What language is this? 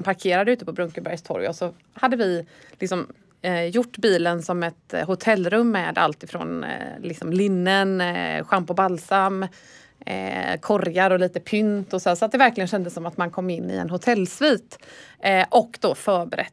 Swedish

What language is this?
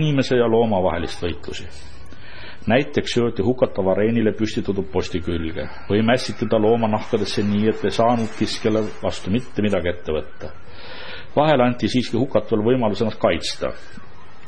Estonian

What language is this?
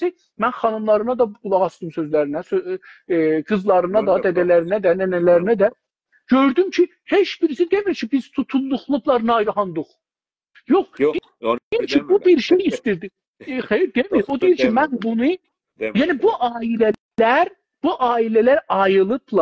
South Azerbaijani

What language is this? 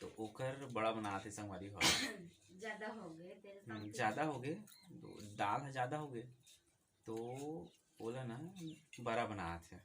Chhattisgarhi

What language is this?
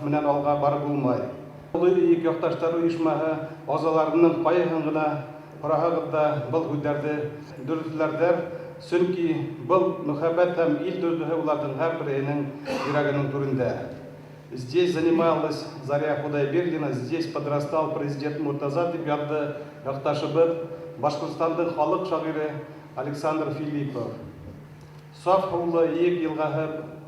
Bashkir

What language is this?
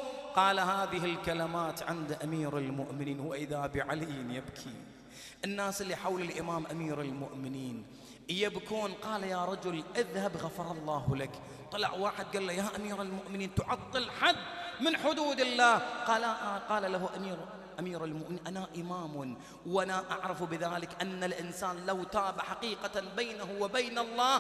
Arabic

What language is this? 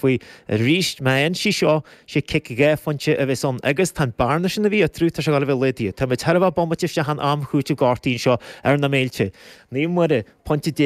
Irish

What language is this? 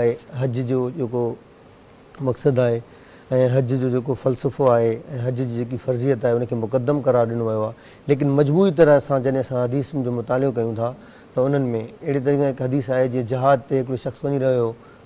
Sindhi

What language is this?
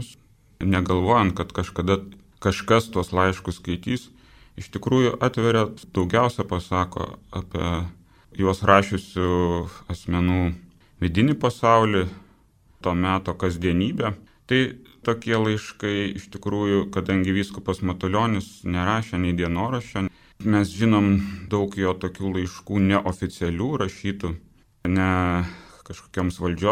Lithuanian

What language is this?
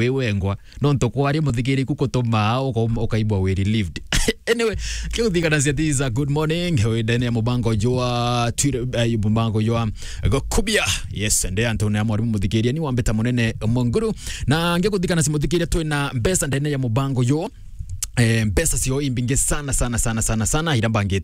Meru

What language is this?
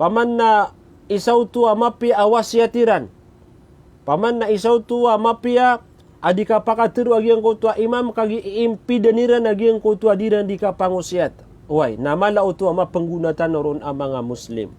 Maranao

